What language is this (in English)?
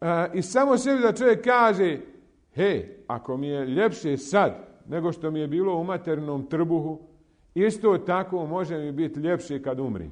Bosnian